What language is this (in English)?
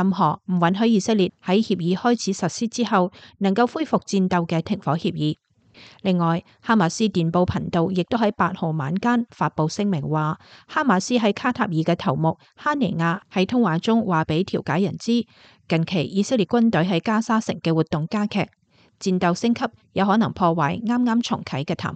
Cantonese